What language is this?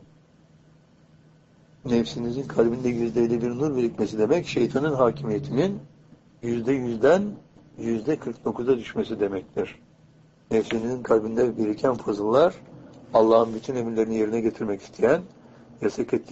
Turkish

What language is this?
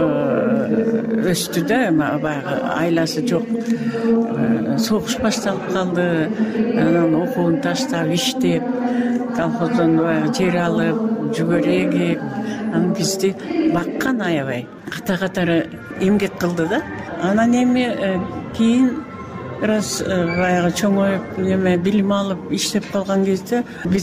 Kyrgyz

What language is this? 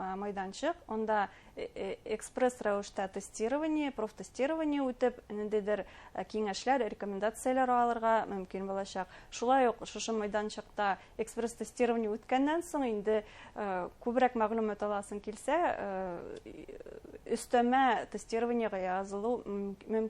Bashkir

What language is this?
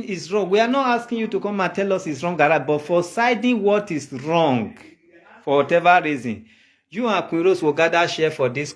Nigerian Pidgin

